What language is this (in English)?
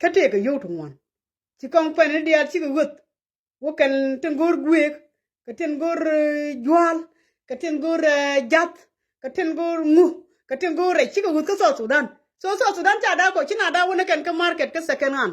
Nuer